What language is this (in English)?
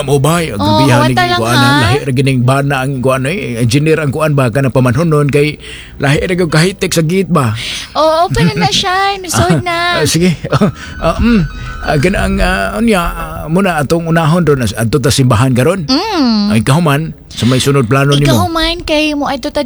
Cebuano